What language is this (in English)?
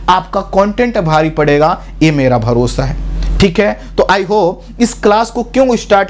Hindi